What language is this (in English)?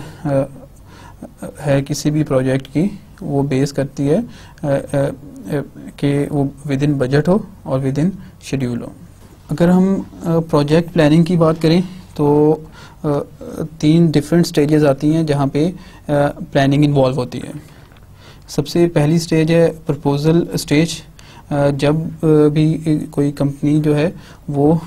Hindi